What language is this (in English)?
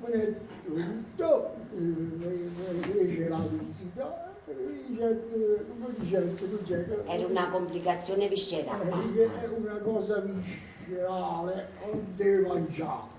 Neapolitan